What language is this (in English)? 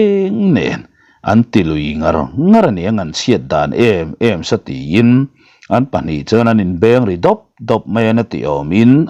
Mizo